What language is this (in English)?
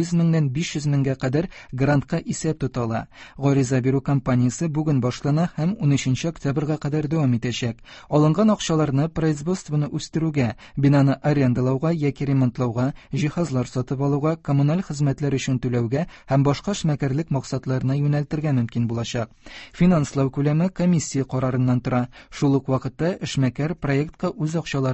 Tatar